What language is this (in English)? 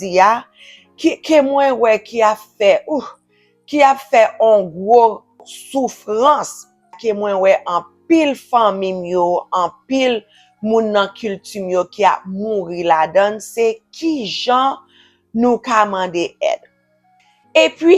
Haitian Creole